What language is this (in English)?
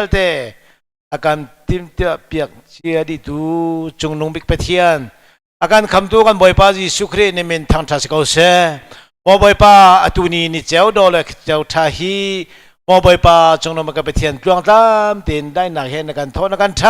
Hakha Chin